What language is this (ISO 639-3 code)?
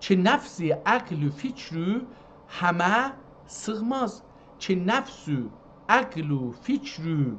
azb